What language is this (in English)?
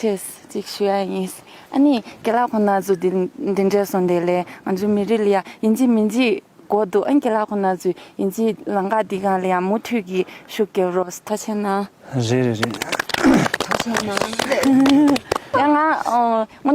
Tibetan